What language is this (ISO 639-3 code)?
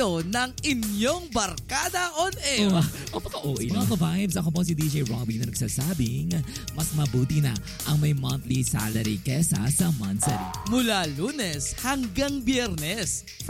fil